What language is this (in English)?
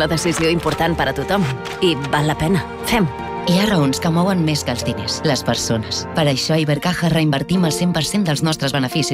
Catalan